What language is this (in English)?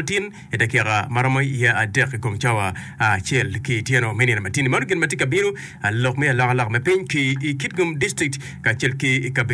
Acoli